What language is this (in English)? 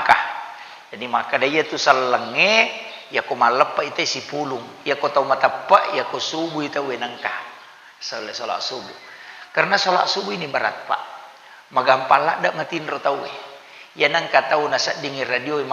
Buginese